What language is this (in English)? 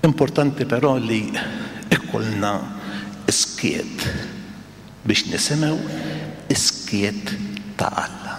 Maltese